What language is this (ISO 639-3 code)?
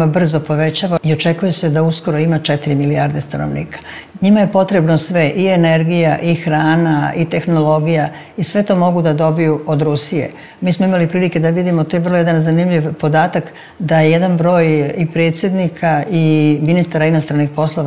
srp